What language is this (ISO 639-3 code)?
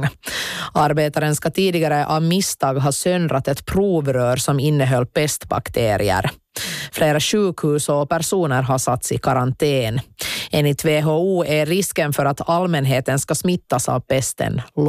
swe